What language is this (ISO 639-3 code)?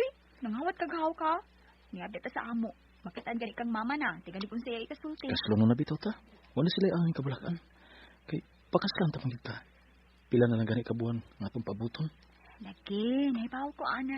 ceb